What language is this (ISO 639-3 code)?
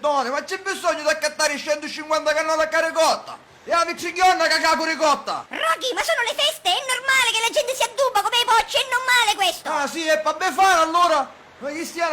scn